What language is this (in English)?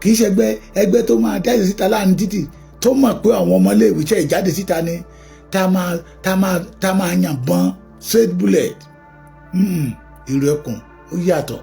Yoruba